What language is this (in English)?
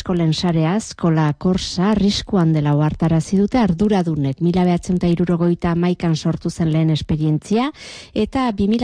Basque